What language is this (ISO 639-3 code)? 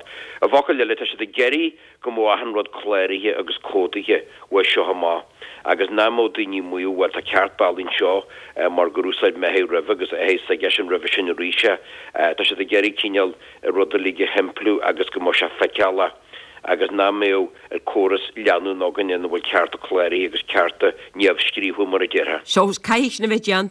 gle